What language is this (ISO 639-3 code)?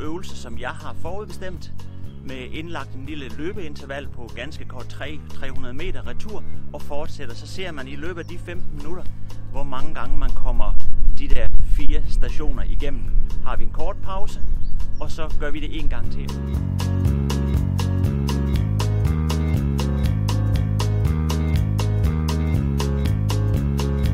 dan